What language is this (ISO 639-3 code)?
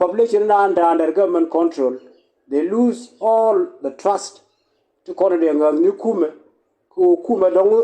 nus